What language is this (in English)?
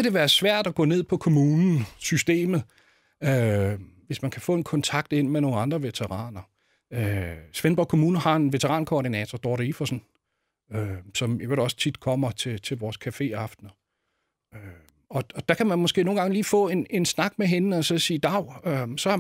Danish